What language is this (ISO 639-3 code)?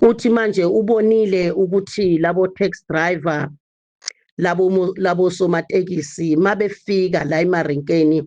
zul